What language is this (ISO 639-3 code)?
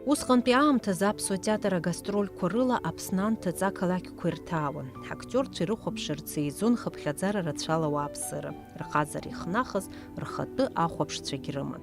abk